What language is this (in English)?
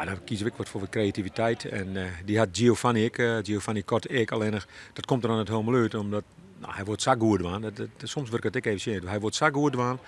Western Frisian